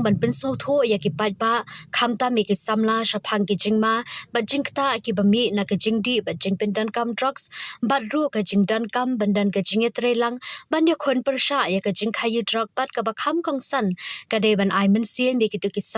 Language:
Khasi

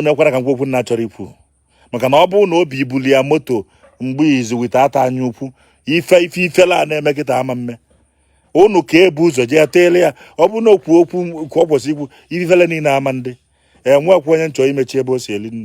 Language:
Igbo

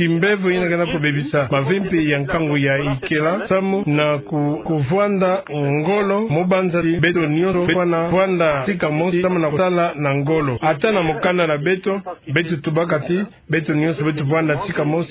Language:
Kituba (Democratic Republic of Congo)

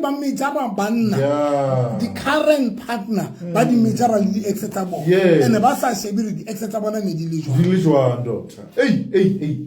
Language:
Southern Sotho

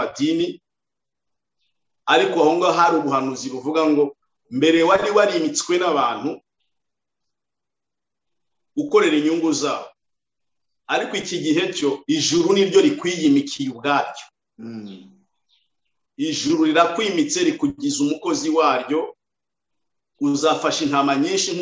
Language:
Kinyarwanda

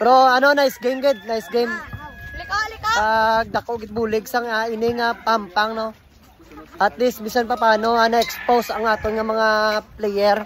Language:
Hiligaynon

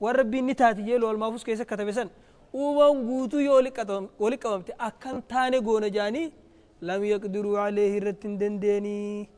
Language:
Oromo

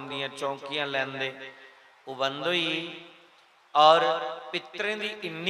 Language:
Dogri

